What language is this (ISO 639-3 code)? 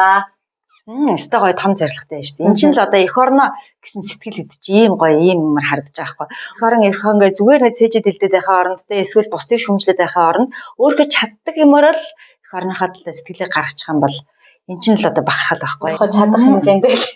mon